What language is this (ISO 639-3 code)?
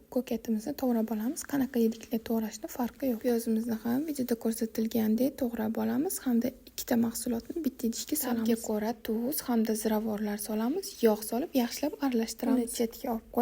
uzb